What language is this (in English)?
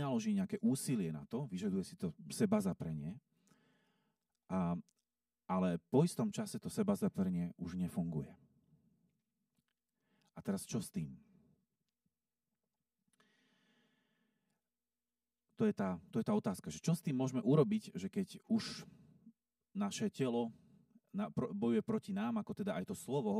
Slovak